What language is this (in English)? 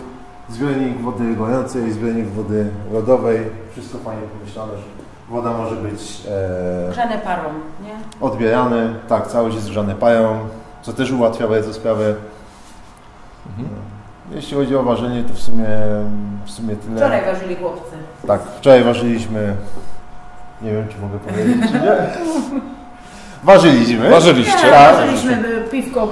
Polish